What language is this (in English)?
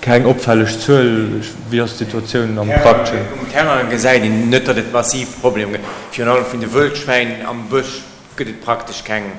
Luxembourgish